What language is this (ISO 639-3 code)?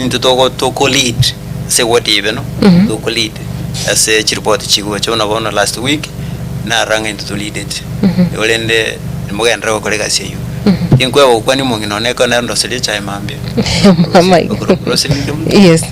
guz